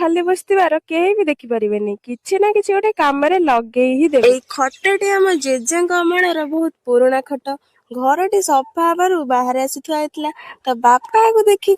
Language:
Odia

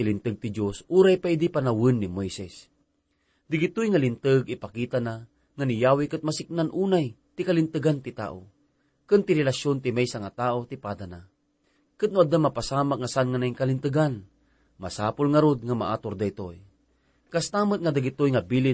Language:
Iloko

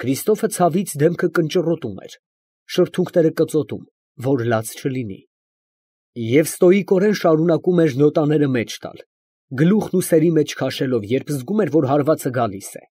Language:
Armenian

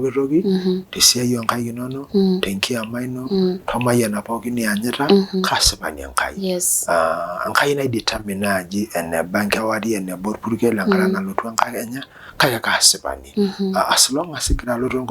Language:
Masai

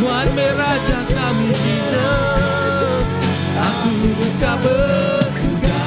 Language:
Iban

